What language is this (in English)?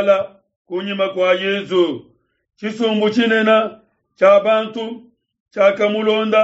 Luba-Lulua